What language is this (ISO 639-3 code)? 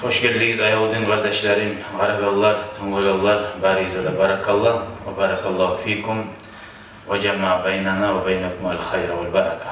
kum